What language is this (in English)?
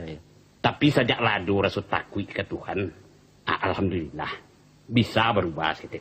Minangkabau